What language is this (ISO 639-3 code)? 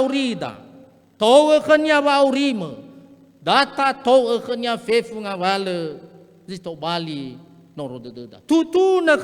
nia